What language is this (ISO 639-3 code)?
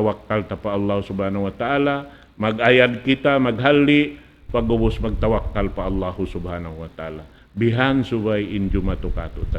tsg